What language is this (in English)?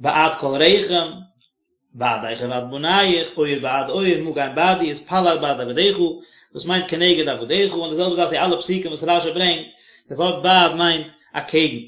Yiddish